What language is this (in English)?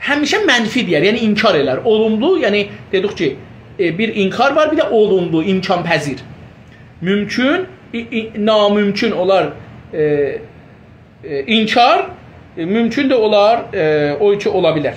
South Azerbaijani